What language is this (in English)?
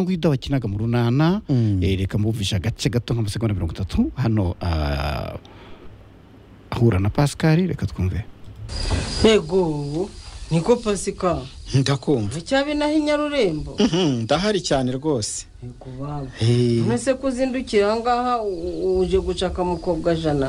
Kinyarwanda